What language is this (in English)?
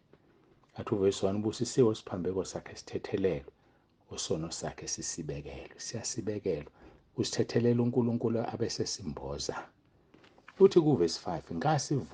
Zulu